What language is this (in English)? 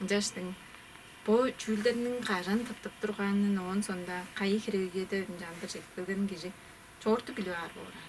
Tuvinian